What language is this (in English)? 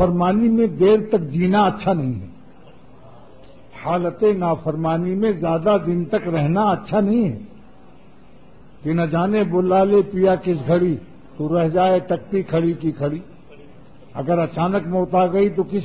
Urdu